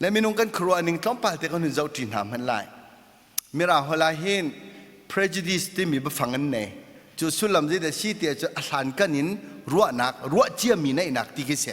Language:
Hakha Chin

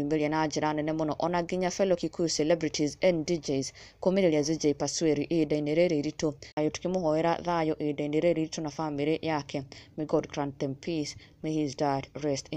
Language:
Kikuyu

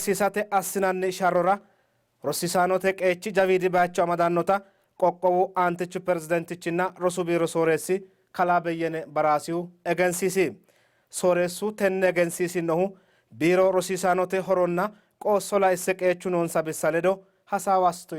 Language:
Sidamo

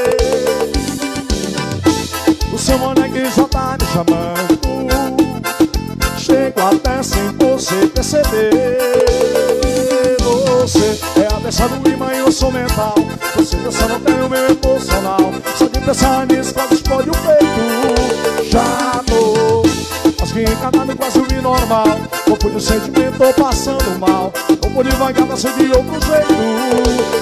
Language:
Portuguese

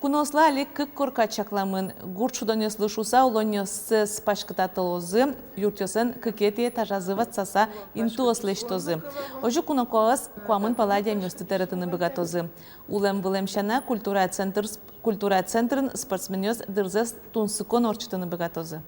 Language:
Udmurt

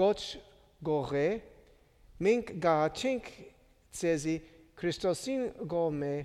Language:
Western Armenian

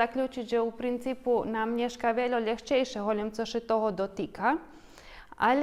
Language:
Rusyn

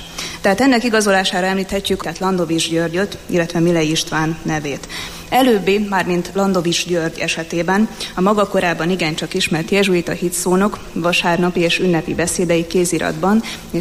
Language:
Hungarian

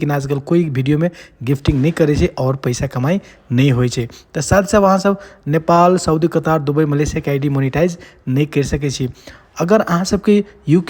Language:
Maithili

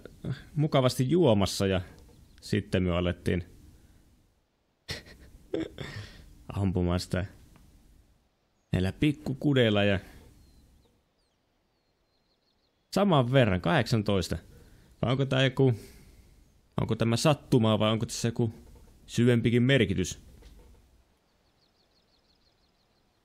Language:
Finnish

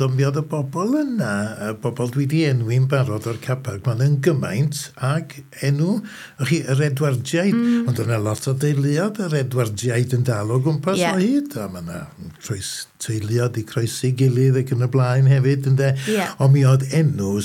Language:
Welsh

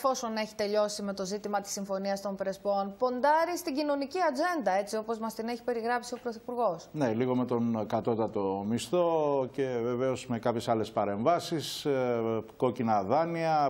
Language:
Greek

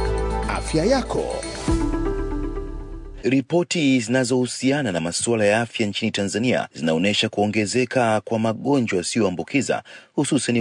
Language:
Swahili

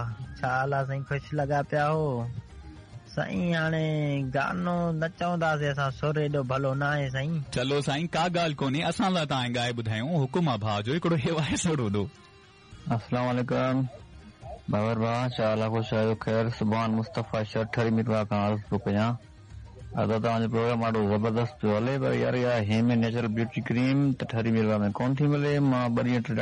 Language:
Sindhi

